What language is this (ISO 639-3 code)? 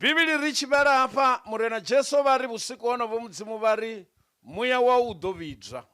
ven